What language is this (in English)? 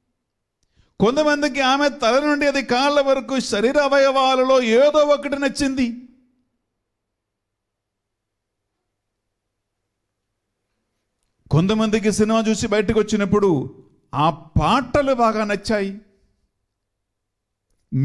Telugu